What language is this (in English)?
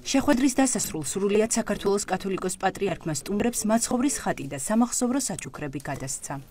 Georgian